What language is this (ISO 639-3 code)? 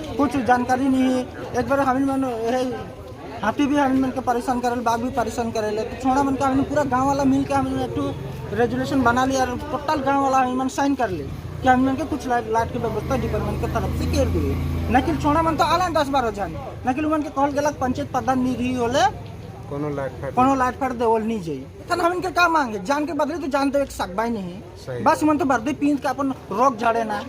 sck